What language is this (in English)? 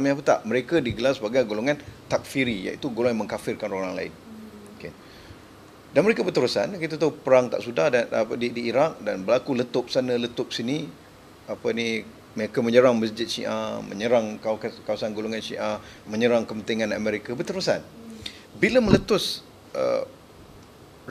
Malay